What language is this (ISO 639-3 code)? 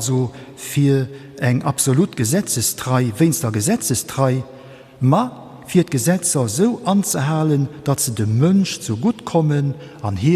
ltz